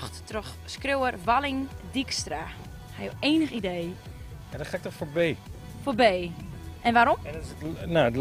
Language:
Western Frisian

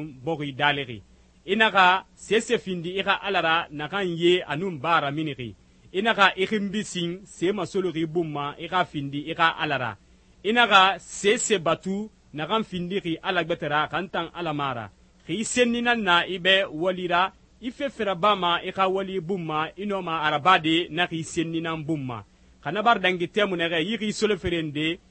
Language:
Susu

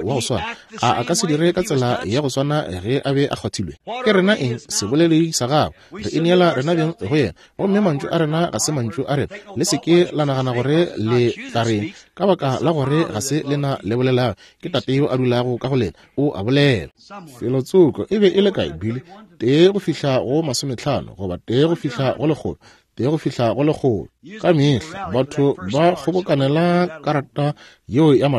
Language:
Northern Sotho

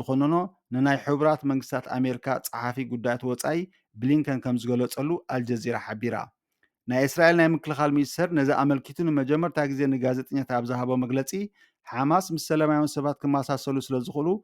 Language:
Tigrinya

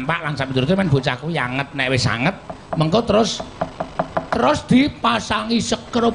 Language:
Javanese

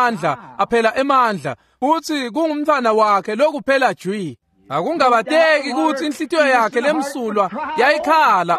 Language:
Swati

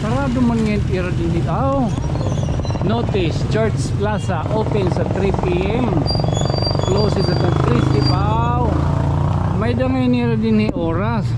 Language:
Waray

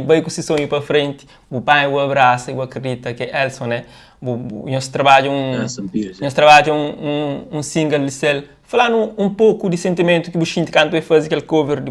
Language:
Kabuverdianu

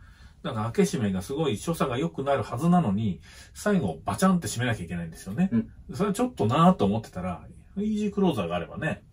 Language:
Japanese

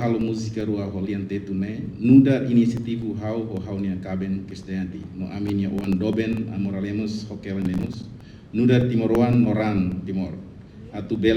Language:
Tetum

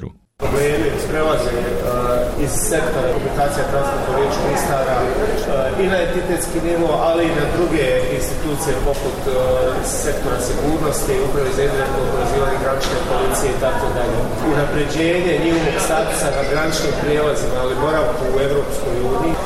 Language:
Bosnian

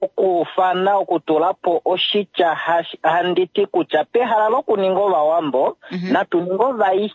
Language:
Kuanyama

